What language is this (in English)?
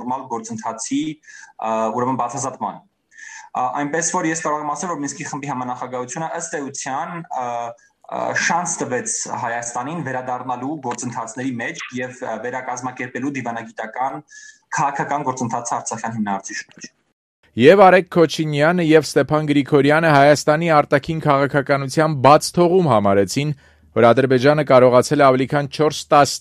Armenian